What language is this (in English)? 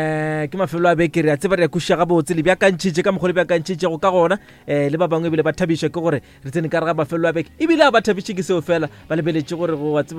Northern Sotho